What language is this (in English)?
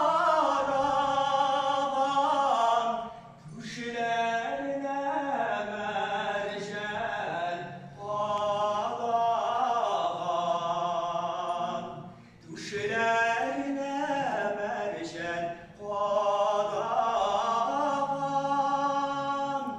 Tatar